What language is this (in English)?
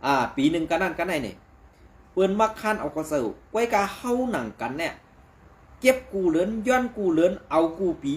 Shan